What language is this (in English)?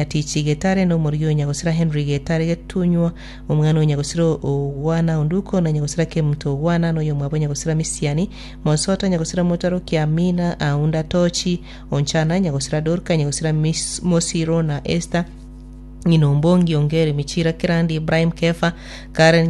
Gusii